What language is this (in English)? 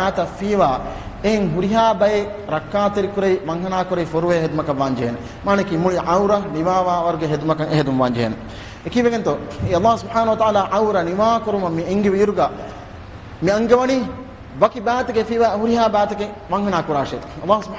Divehi